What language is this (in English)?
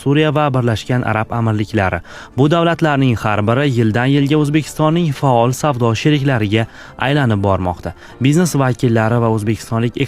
Uzbek